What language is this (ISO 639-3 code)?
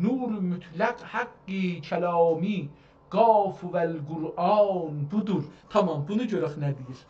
azb